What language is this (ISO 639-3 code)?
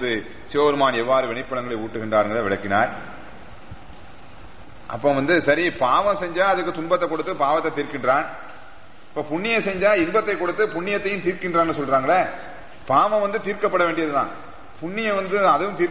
tam